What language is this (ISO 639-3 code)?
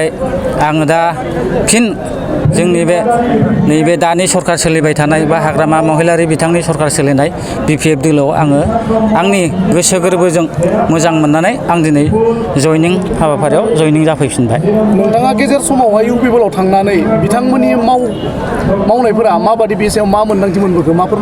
brx